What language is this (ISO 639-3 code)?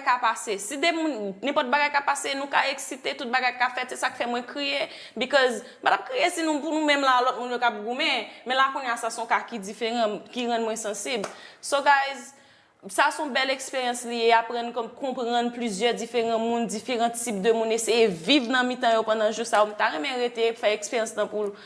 hat